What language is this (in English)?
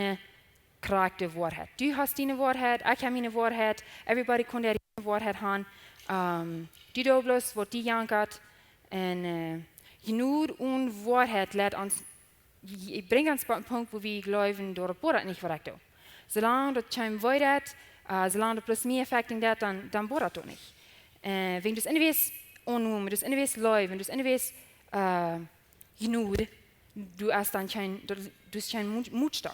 Plautdietsch